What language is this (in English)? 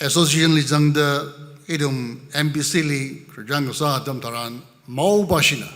Tangkhul Naga (India)